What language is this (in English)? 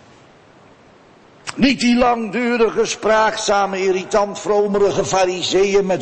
Dutch